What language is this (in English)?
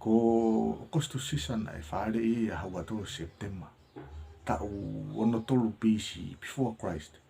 Tongan